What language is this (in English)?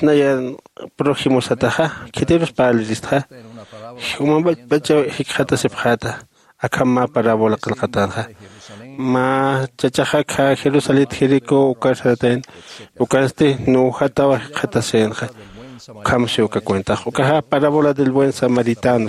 Aymara